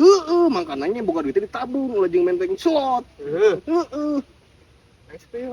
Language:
Sundanese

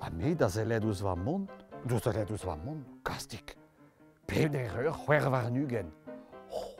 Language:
Breton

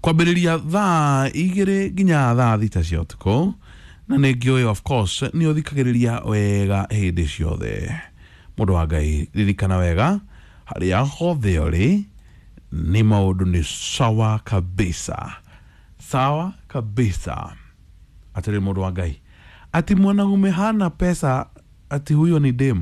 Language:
Kikuyu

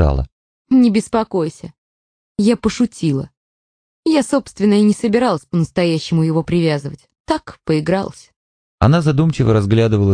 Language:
Russian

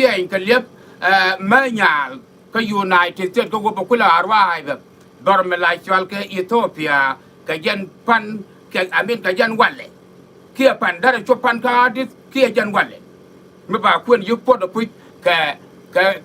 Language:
Nuer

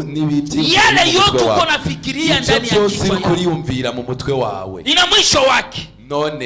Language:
Rundi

